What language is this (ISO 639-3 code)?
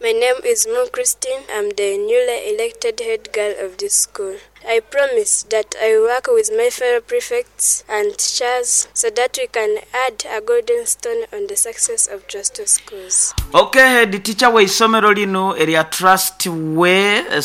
nyo